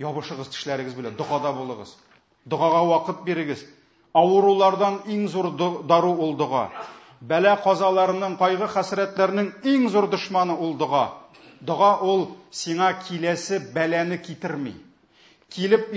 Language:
Tatar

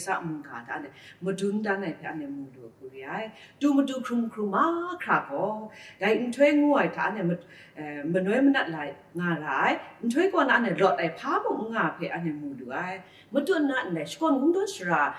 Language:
Kachin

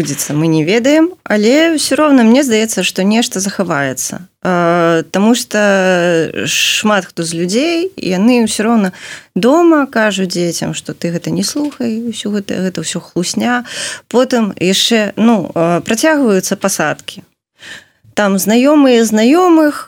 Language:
Belarusian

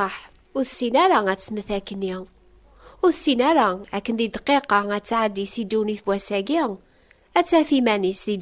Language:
Kabyle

